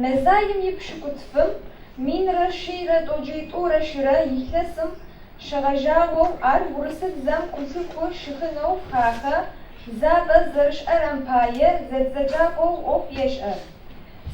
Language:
Adyghe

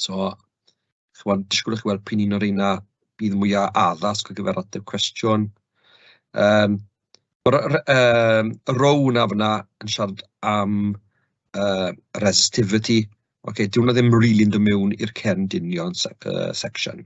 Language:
Welsh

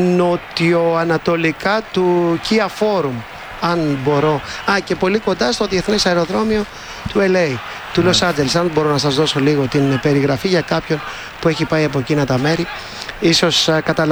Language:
Greek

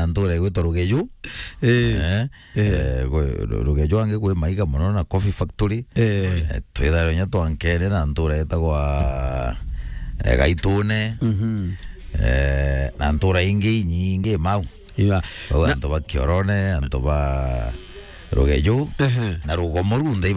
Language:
Meru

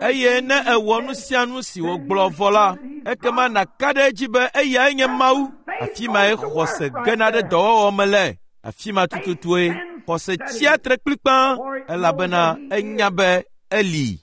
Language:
Ewe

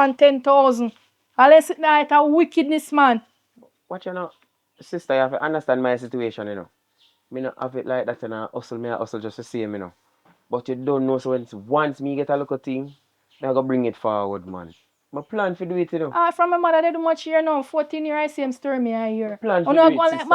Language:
Jamaican Creole English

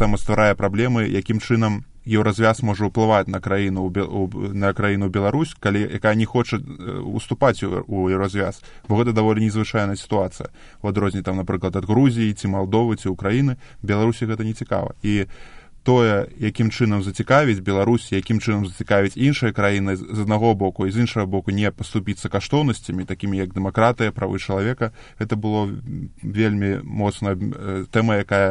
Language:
Belarusian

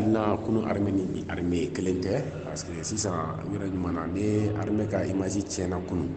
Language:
Bambara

